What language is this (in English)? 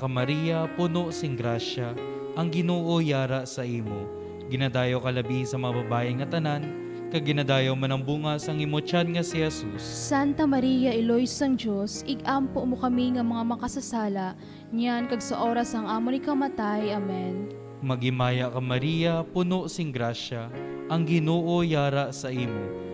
Hiligaynon